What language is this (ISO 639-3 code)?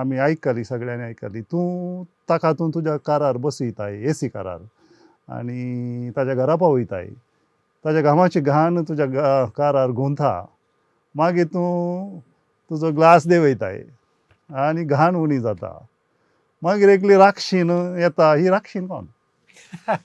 kok